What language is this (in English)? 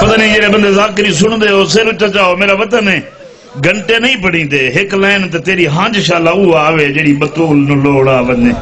Saraiki